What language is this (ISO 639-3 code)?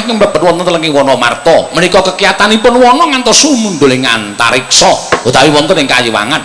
jav